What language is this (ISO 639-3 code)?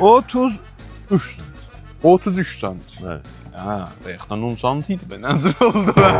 azb